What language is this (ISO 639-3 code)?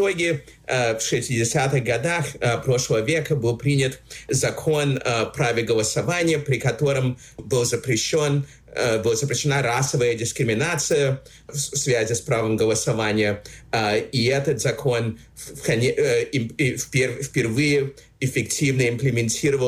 rus